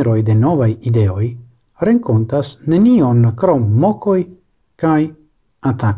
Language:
Esperanto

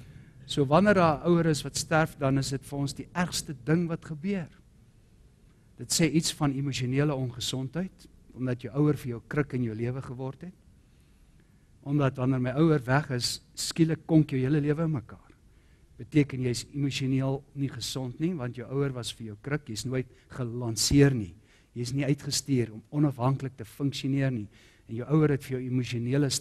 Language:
Afrikaans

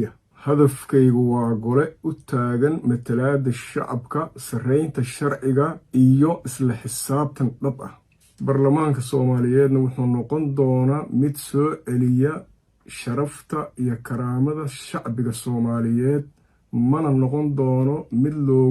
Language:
Somali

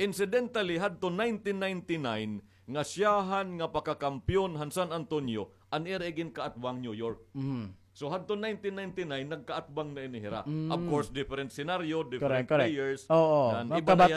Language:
Waray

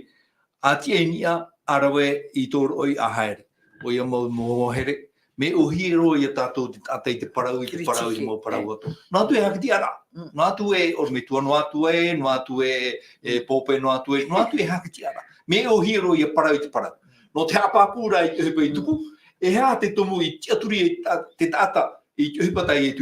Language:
Tahitian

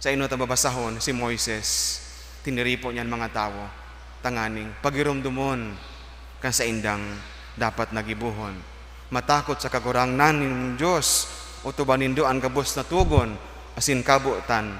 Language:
Bikol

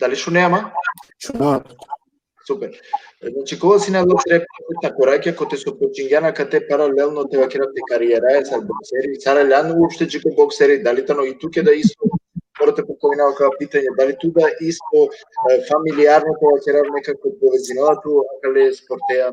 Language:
Balkan Romani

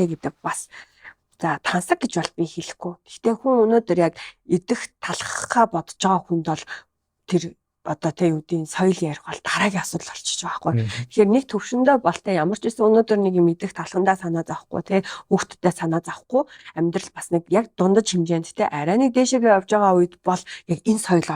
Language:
Mongolian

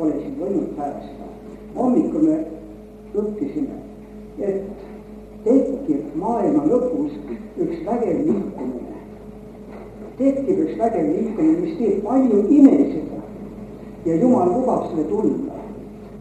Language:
Estonian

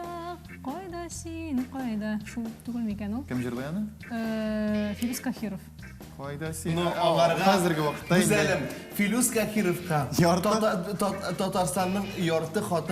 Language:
Tatar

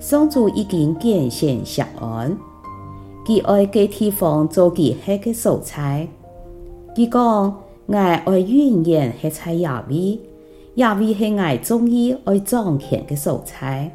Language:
Hakka Chinese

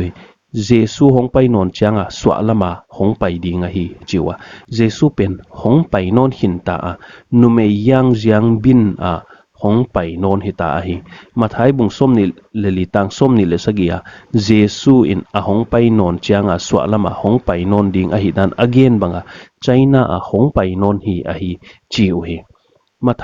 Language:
Paite Chin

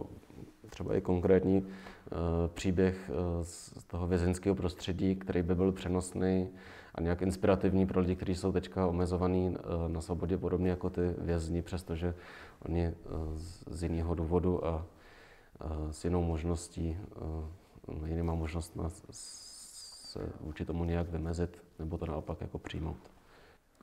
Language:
Czech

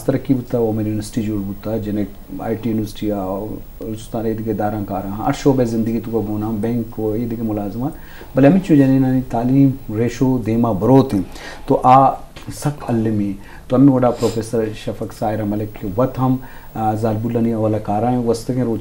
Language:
Eastern Balochi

